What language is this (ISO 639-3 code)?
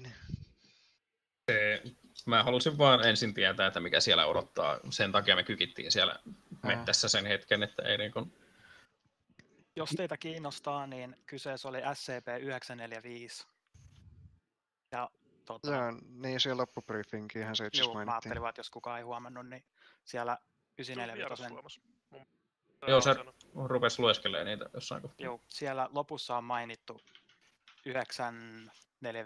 fin